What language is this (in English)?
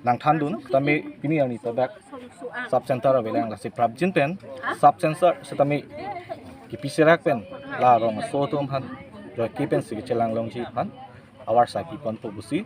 Karbi